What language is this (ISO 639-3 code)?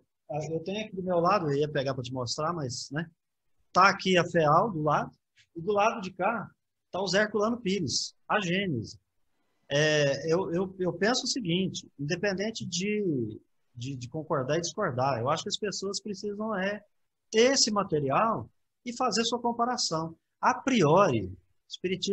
por